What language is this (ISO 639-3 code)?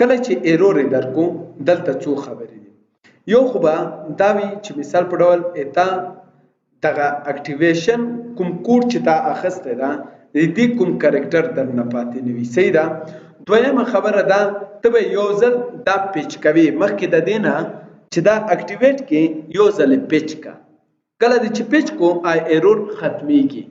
pus